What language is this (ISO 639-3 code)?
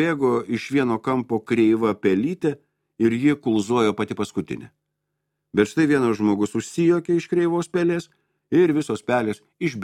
lit